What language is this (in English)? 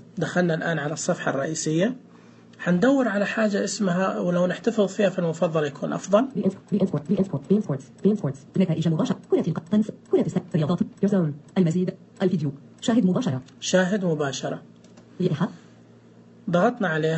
Najdi Arabic